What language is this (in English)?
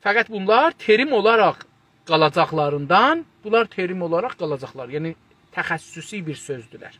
South Azerbaijani